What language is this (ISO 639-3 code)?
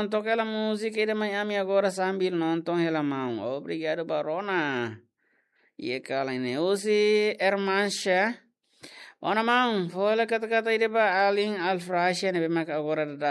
tet